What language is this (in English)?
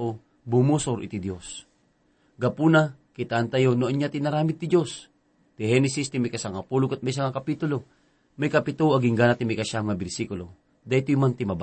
Iloko